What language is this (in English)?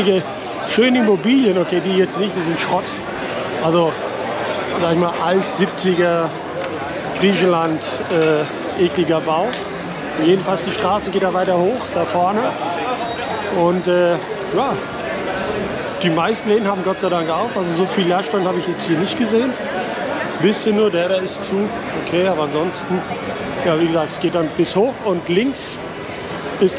German